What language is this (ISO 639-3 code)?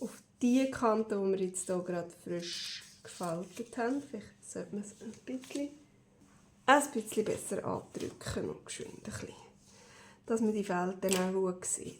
gsw